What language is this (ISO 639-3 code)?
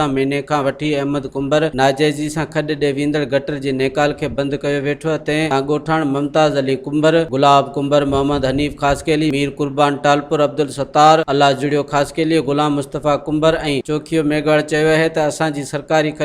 snd